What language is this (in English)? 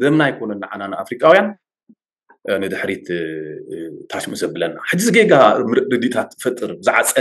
Tigrinya